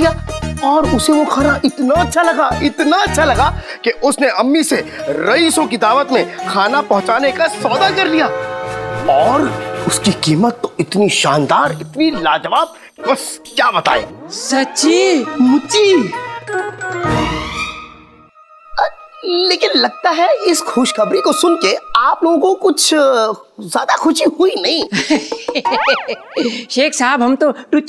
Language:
Hindi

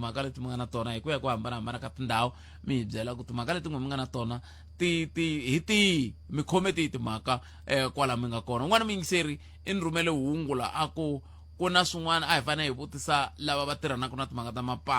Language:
Tsonga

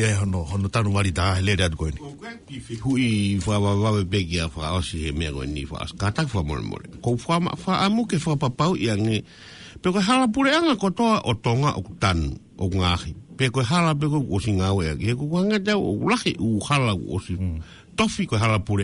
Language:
Tongan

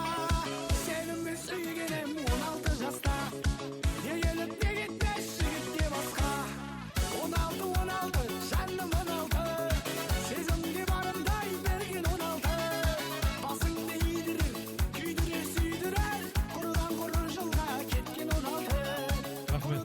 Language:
Kara-Kalpak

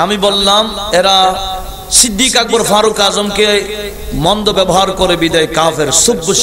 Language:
Bangla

